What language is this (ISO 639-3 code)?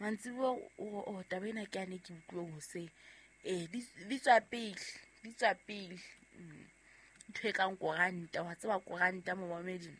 sot